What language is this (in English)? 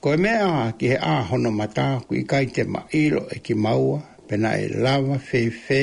Tongan